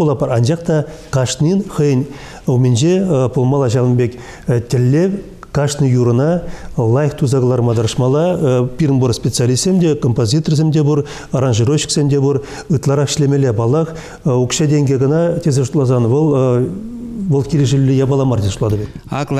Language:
Chuvash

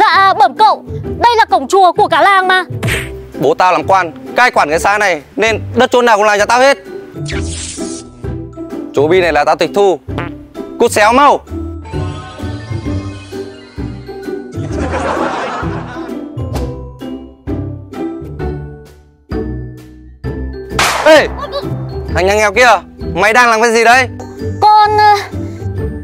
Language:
Vietnamese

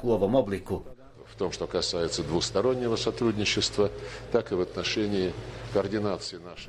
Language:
Bosnian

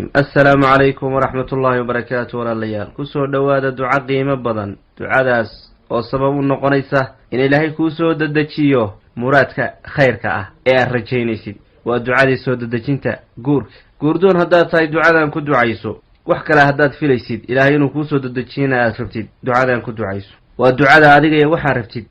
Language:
Somali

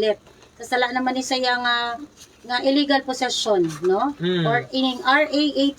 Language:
Hiligaynon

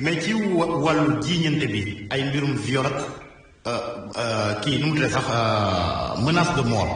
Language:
Wolof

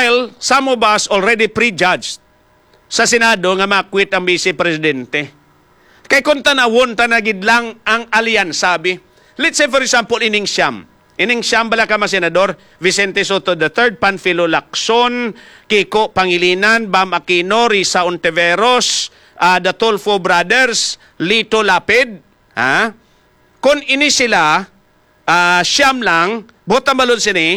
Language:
Hiligaynon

